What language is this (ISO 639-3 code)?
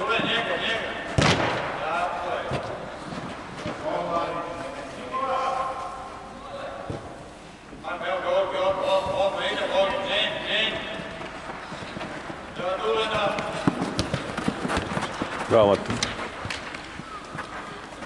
hrv